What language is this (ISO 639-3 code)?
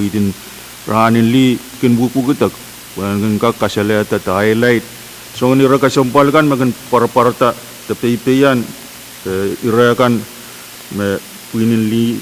pon